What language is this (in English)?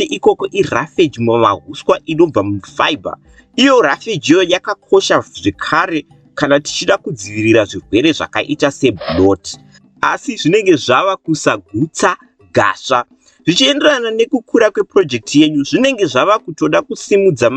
Shona